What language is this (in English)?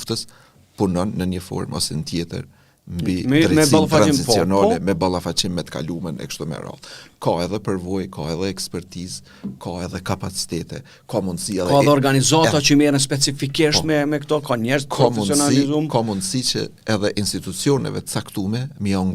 Albanian